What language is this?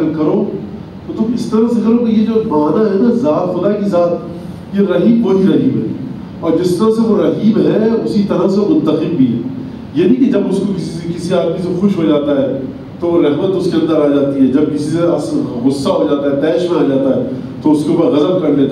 Urdu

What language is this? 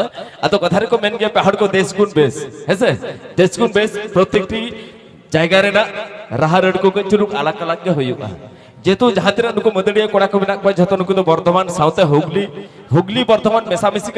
Santali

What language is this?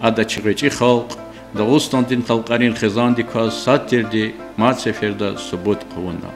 Lezghian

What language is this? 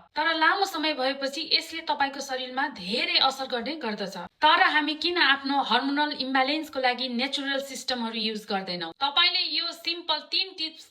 Nepali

